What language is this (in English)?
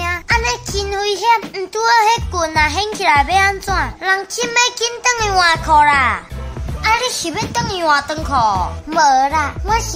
Min Nan Chinese